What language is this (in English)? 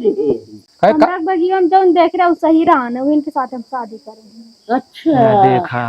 Awadhi